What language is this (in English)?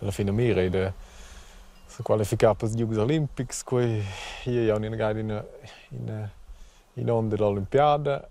Romansh